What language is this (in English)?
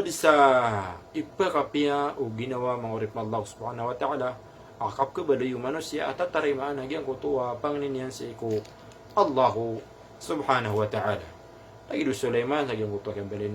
Maranao